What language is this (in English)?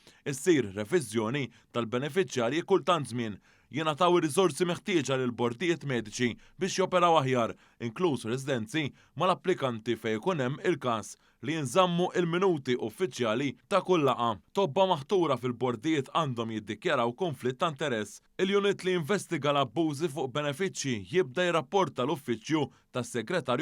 Maltese